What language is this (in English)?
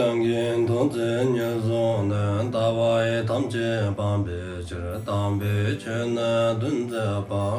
Dzongkha